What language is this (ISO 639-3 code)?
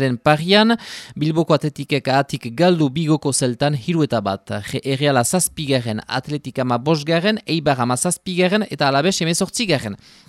eus